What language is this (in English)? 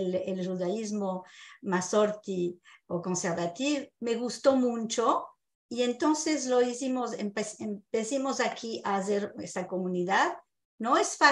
Ladino